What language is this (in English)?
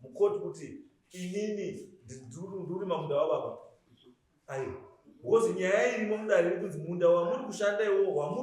Shona